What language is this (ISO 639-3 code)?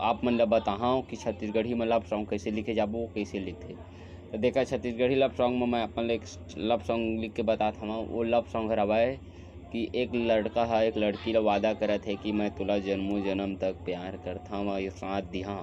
hne